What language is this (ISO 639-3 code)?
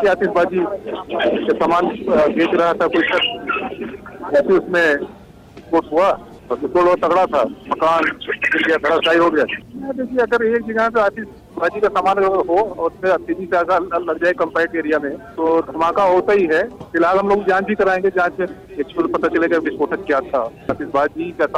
hin